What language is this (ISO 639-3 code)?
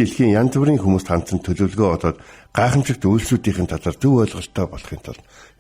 mon